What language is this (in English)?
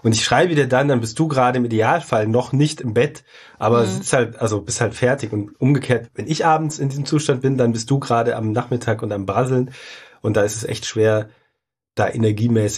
German